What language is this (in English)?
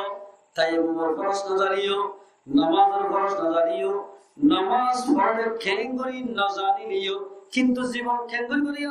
Rohingya